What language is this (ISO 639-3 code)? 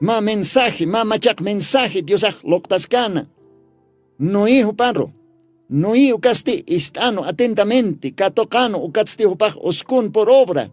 aym